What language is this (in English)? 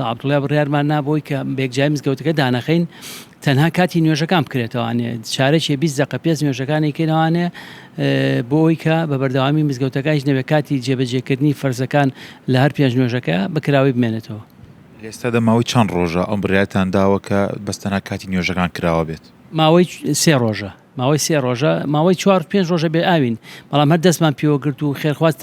Central Kurdish